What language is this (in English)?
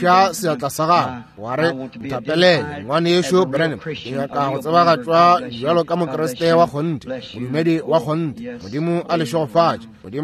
Northern Sotho